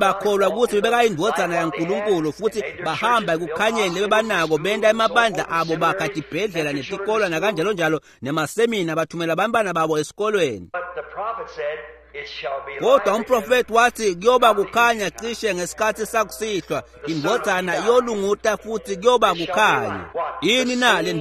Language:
Swati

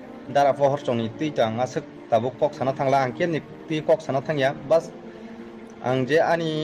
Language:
Kok Borok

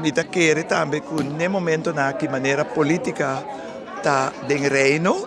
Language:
Papiamento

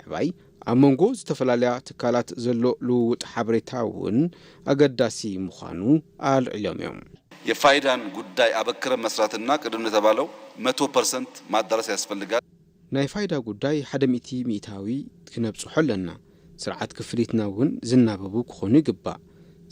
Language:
Tigrinya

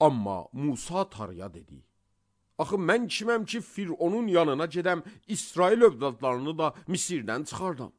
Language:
Azerbaijani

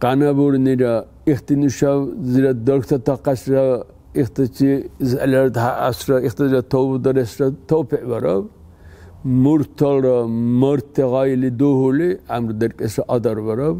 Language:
Dargwa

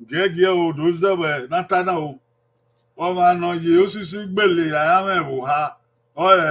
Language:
Bini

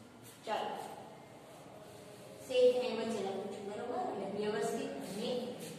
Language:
Gujarati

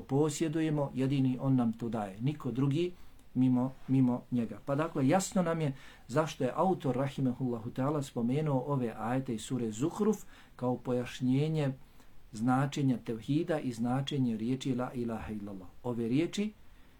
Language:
Bosnian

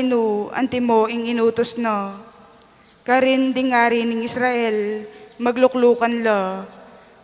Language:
Pampanga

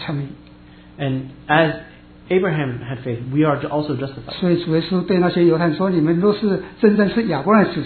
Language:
Chinese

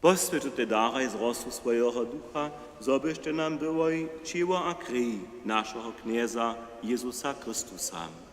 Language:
Upper Sorbian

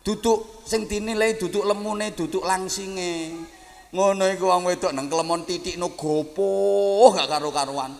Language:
Javanese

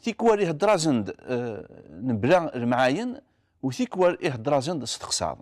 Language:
Kabyle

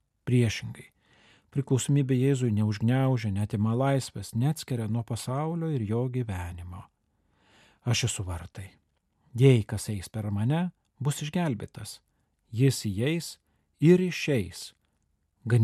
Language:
Lithuanian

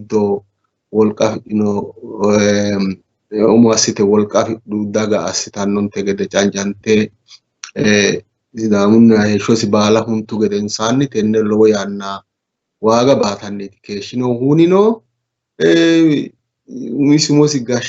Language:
Sidamo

